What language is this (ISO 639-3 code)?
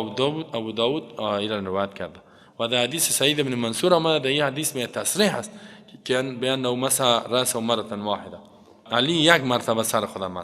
fas